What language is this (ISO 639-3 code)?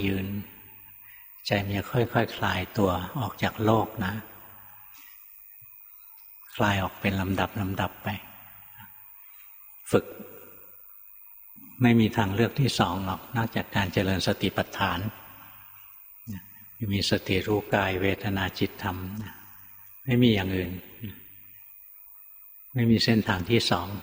tha